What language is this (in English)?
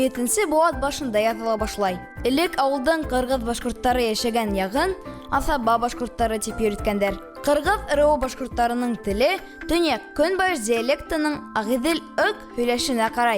Bashkir